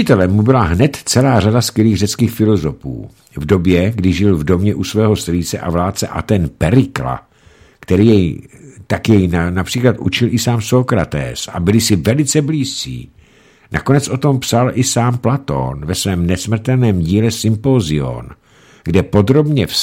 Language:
Czech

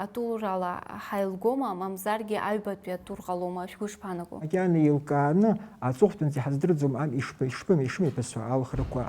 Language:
Abkhazian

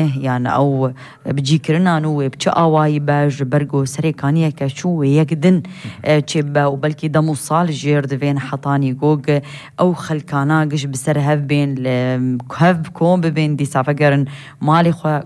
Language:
Kurdish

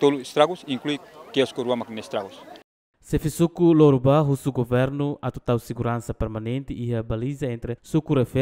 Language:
Tetum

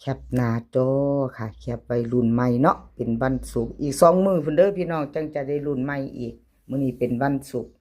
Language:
Northeastern Thai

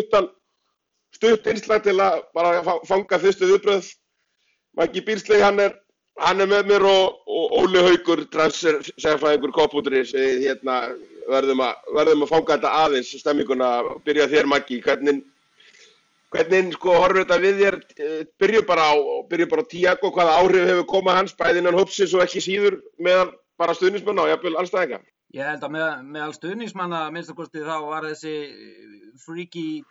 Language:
Icelandic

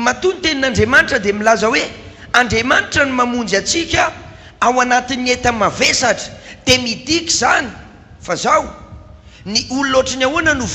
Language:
Malagasy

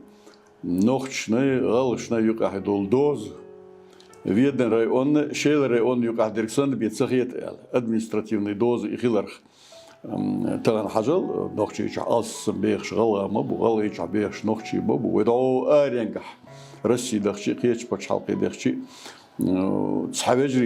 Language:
Chechen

